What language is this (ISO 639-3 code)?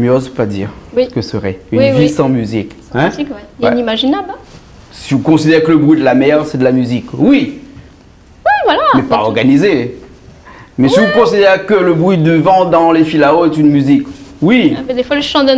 rcf